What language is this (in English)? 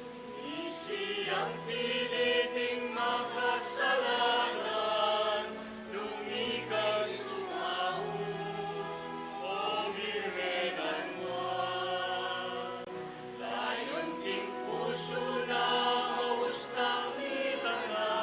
Pampanga